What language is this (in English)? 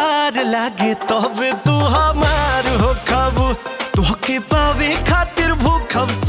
Bhojpuri